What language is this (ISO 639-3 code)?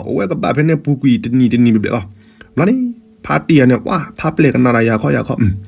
ksw